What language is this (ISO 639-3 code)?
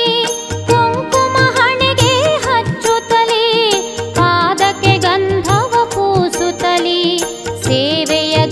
kan